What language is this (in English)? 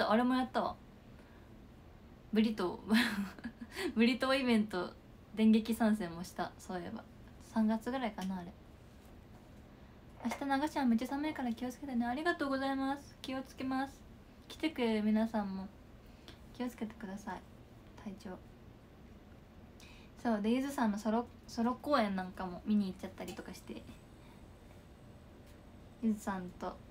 Japanese